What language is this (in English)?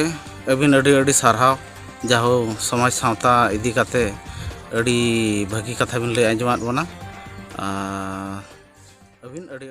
Santali